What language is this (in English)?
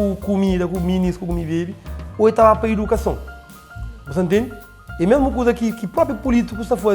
Kabuverdianu